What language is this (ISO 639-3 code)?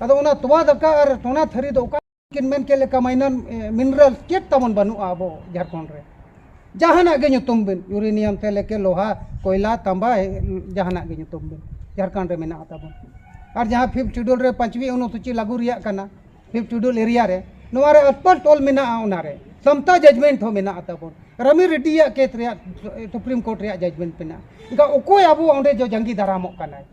sat